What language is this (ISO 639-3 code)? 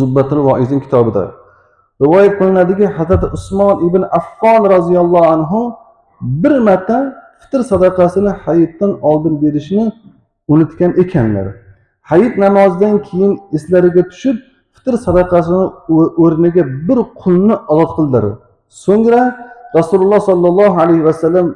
uzb